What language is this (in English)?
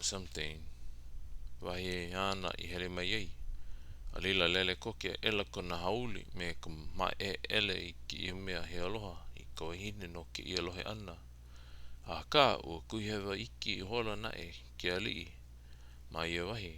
Hawaiian